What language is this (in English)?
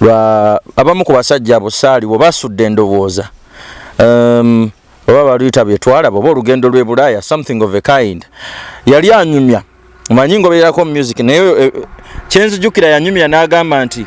Ganda